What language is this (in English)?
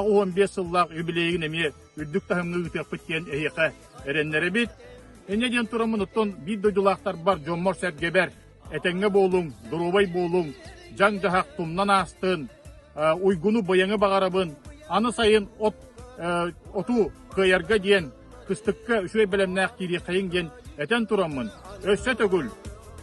Yakut